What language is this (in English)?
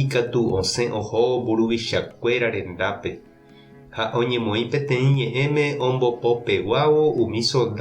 Guarani